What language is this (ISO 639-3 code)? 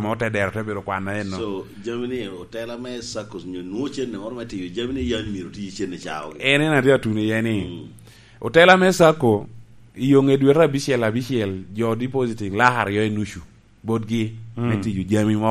laj